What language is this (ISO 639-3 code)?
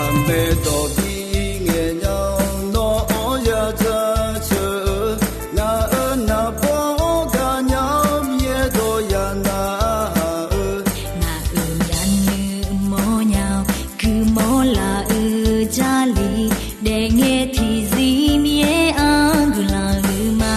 ahk